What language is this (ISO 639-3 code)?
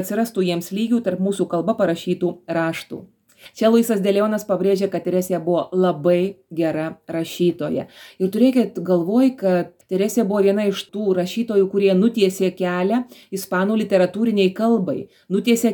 lit